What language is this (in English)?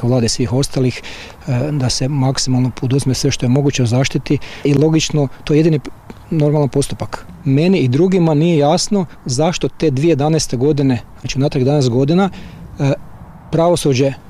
Croatian